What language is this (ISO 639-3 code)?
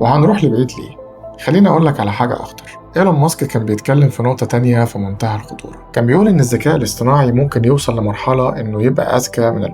arz